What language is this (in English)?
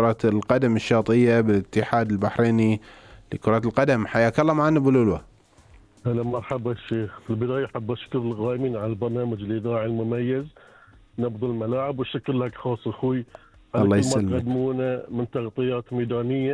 Gulf Arabic